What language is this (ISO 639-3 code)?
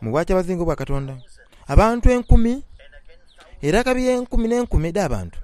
xog